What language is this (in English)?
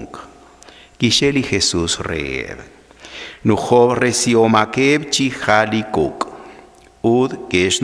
Kekchí